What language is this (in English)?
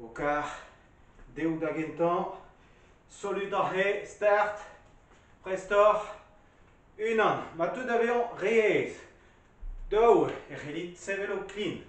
Breton